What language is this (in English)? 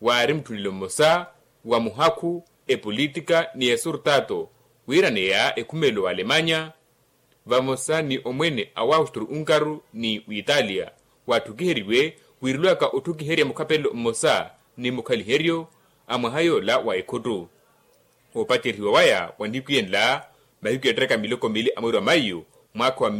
Makhuwa